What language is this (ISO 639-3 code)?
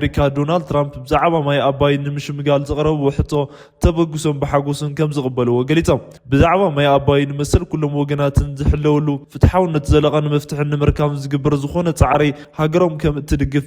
tir